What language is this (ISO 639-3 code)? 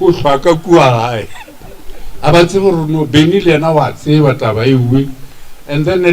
nso